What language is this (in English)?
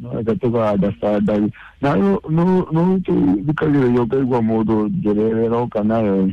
Kikuyu